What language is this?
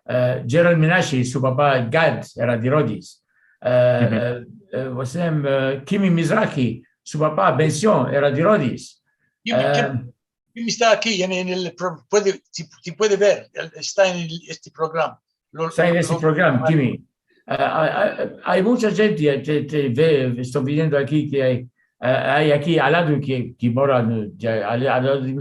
Ladino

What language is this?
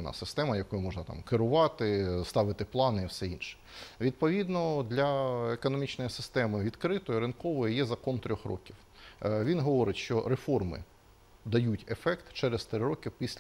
Ukrainian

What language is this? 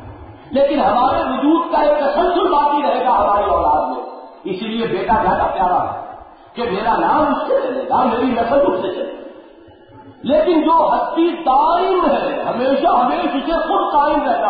Urdu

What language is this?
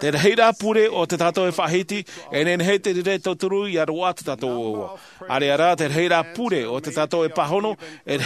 Tahitian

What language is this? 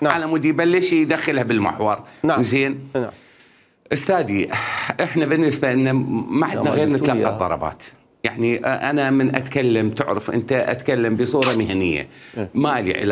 Mesopotamian Arabic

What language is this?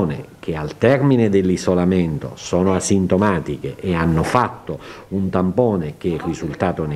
Italian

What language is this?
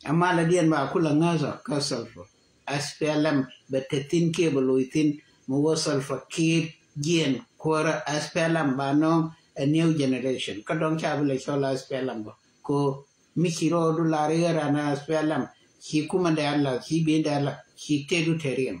Nuer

